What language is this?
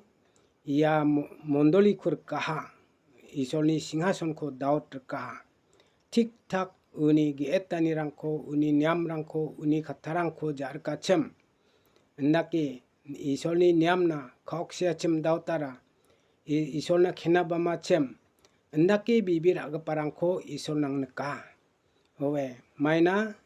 Garo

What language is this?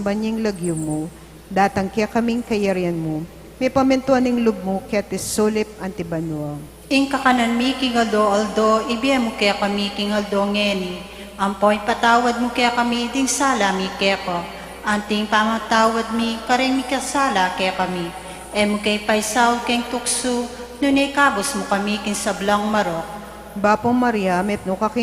Pampanga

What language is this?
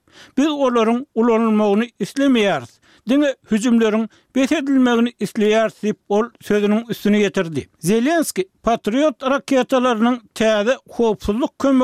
Turkmen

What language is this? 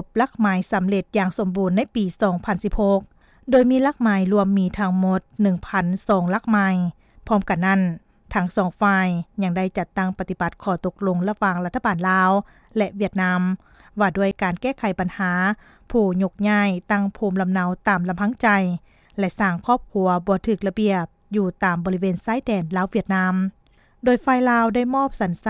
Lao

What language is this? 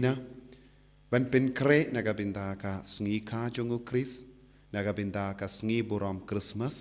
Khasi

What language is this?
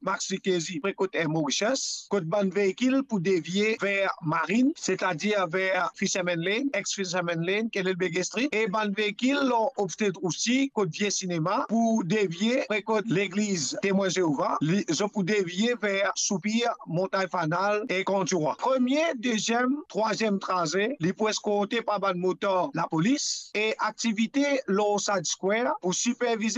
Morisyen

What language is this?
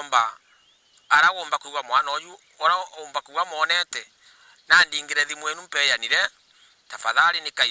Meru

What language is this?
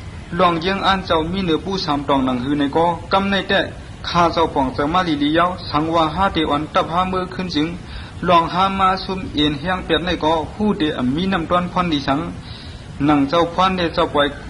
Shan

